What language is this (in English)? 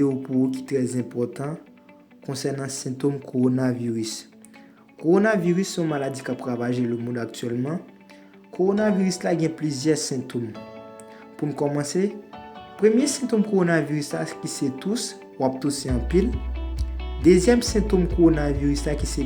Haitian Creole